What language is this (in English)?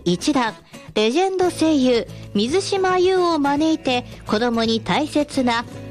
Japanese